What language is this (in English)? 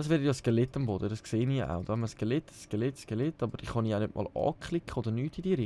Swiss German